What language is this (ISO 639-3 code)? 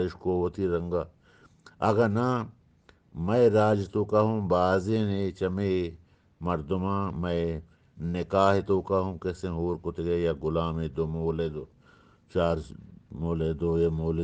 bgp